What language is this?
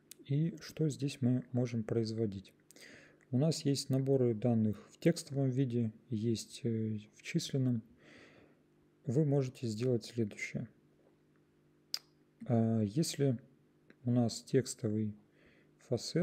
Russian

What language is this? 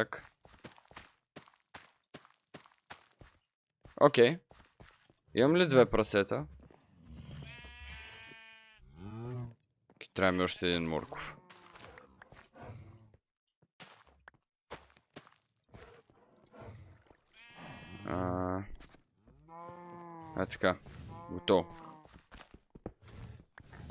Bulgarian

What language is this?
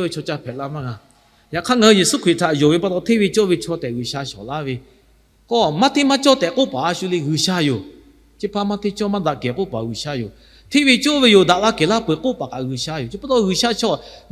Lahu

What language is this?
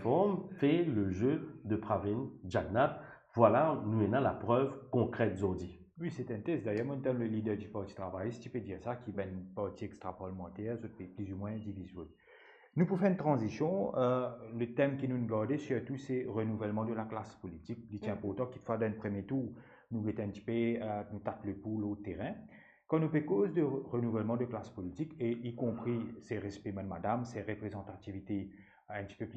Morisyen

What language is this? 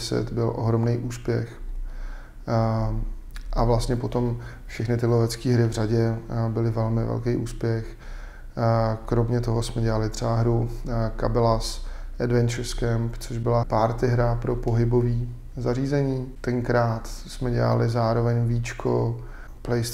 Czech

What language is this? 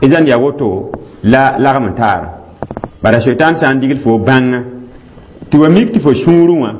Mossi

